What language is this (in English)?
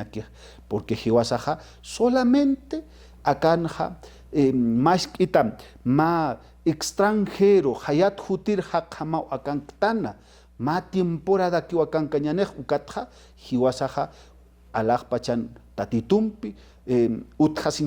Aymara